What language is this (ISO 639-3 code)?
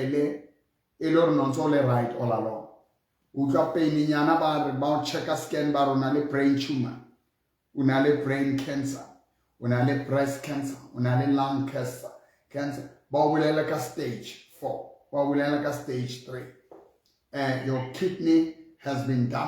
sot